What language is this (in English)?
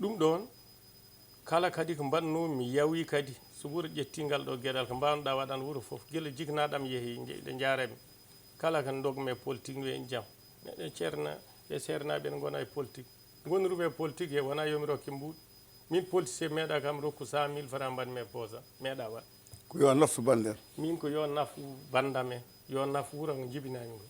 Fula